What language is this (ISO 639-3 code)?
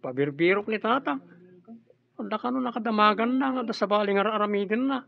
ilo